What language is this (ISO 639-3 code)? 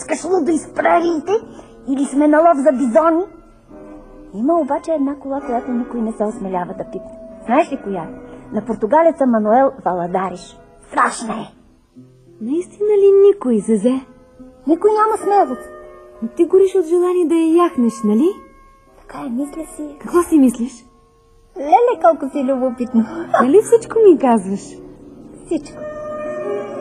bul